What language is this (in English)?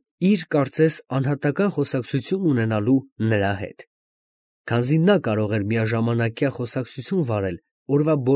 Armenian